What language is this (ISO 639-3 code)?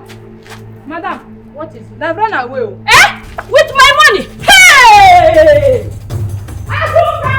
pcm